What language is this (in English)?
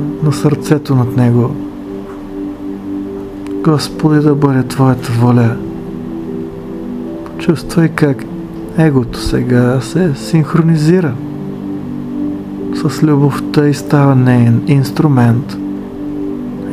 Bulgarian